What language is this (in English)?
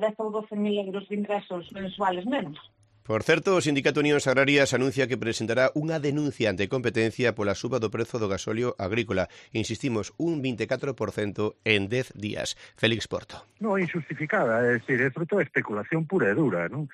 Galician